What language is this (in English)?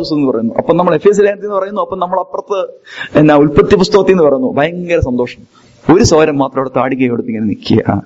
Malayalam